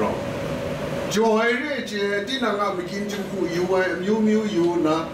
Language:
Kachin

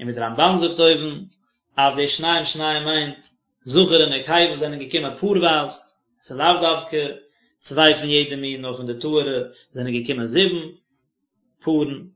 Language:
Yiddish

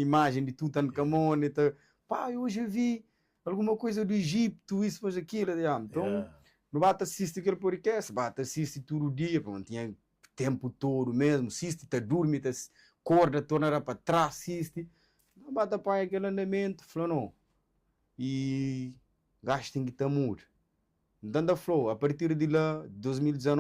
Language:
Kabuverdianu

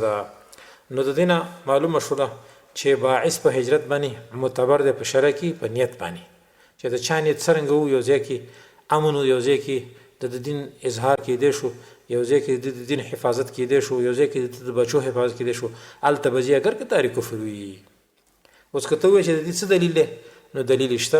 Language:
Pashto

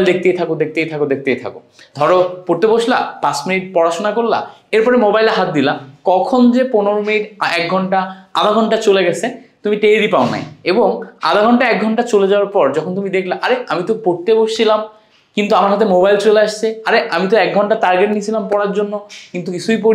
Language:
Bangla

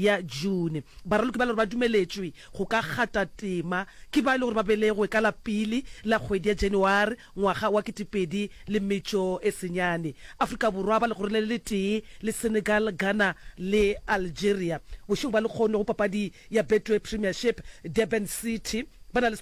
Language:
Northern Sotho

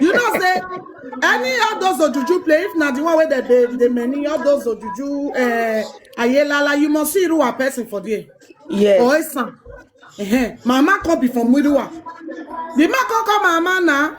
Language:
Nigerian Pidgin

